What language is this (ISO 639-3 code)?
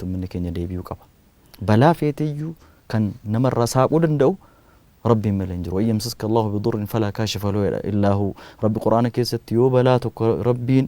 orm